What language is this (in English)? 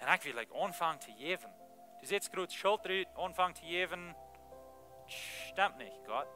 Plautdietsch